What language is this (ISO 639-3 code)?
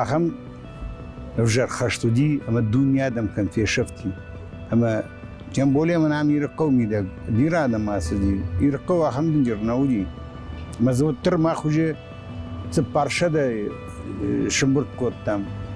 oss